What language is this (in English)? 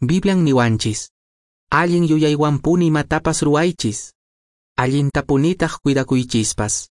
Quechua